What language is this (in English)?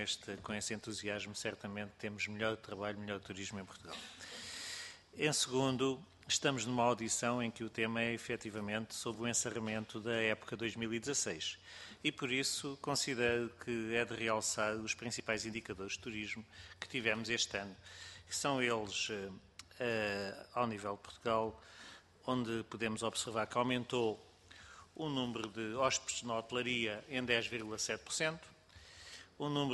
Portuguese